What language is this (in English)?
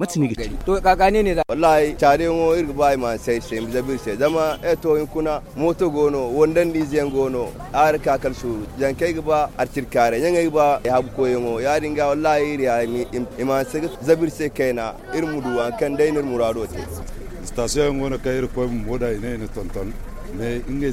Zarma